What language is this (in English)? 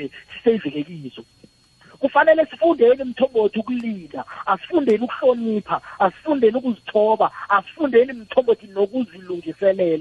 South Ndebele